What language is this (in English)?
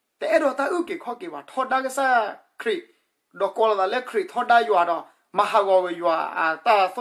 S'gaw Karen